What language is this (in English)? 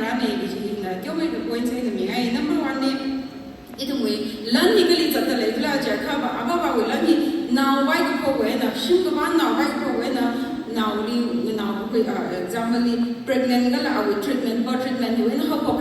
Tangkhul Naga (India)